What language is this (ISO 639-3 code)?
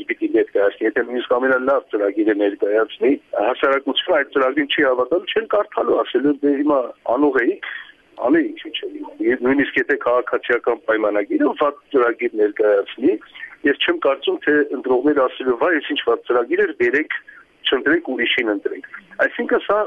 hye